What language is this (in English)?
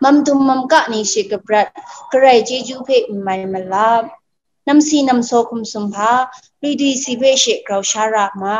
Kachin